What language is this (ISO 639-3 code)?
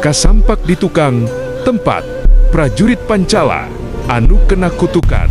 sun